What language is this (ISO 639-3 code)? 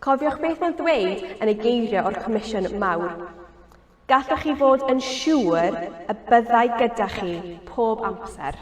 cym